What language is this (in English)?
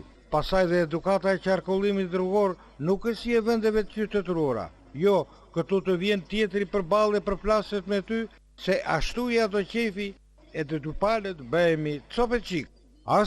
Albanian